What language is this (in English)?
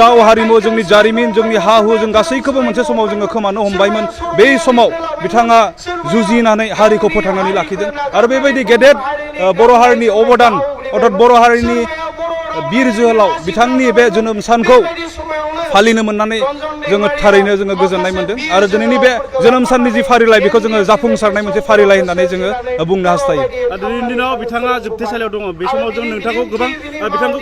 Bodo